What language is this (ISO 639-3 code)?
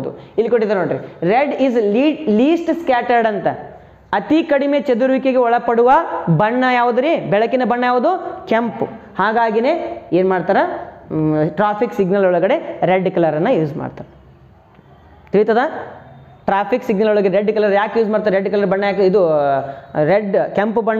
kan